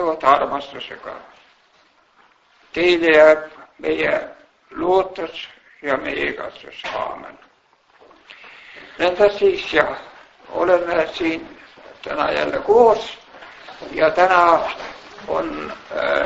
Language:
Estonian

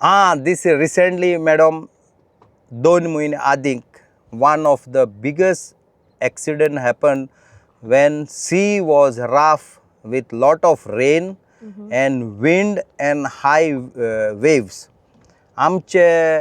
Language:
Konkani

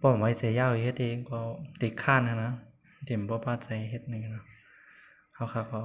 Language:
Shan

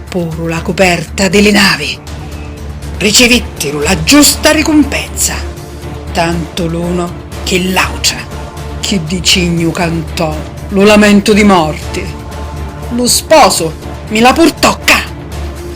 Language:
Sicilian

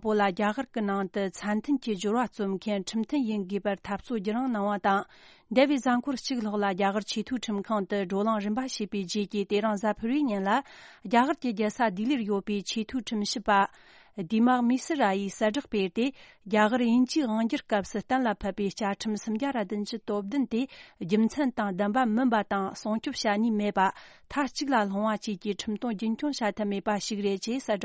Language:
Tibetan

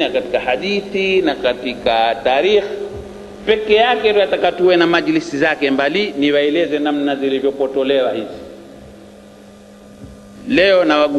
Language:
Swahili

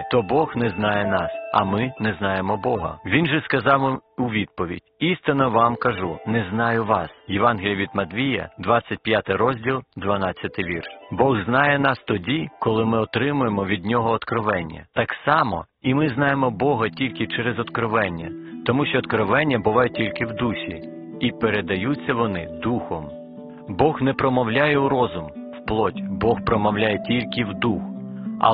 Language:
Ukrainian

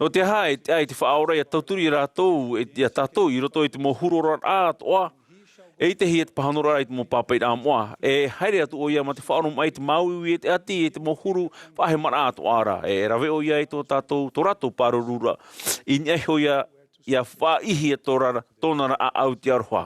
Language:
Tahitian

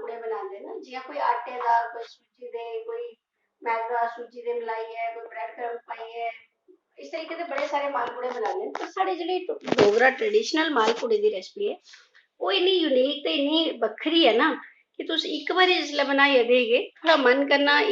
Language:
Dogri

